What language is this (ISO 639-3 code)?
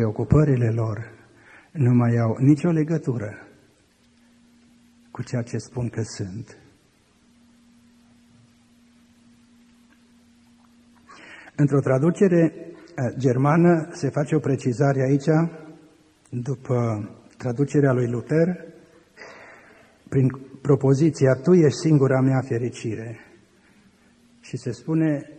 ron